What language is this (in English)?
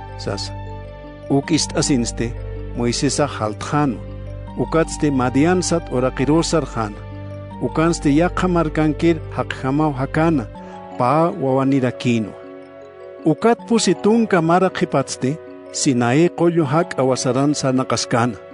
Aymara